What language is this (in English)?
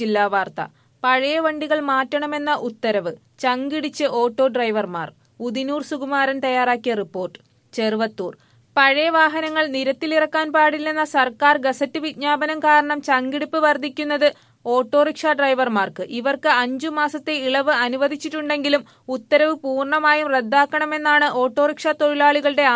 Malayalam